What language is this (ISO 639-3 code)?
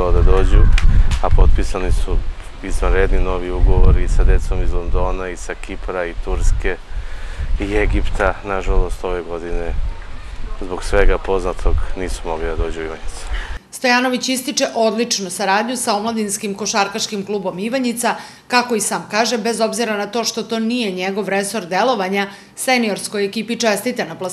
srp